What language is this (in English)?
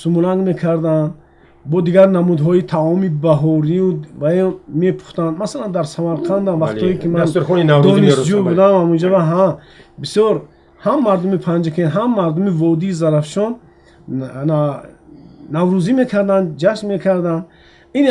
Tajik